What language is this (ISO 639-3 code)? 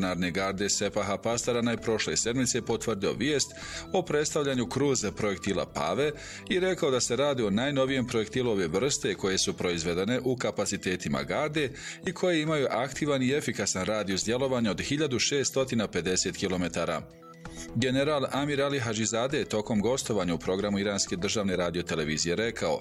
bos